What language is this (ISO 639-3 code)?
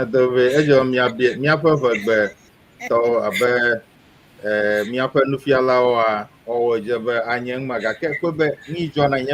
ewe